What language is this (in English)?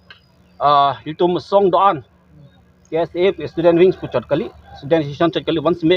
Karbi